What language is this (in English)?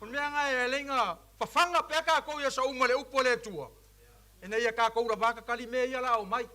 Samoan